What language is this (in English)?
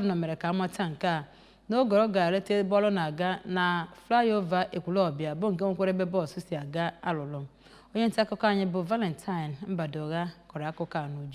Igbo